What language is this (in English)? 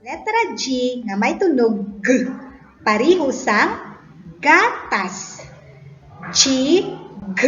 Hiligaynon